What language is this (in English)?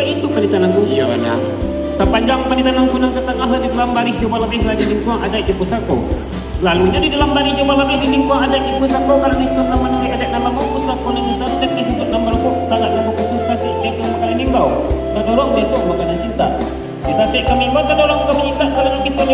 Minangkabau